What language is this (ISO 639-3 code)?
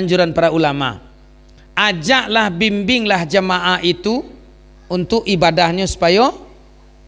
min